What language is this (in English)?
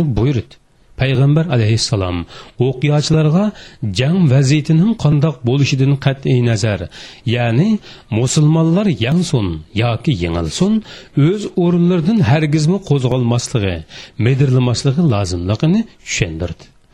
Uyghur